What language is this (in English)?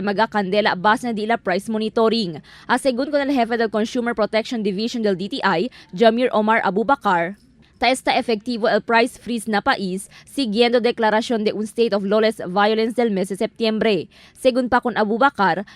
Chavacano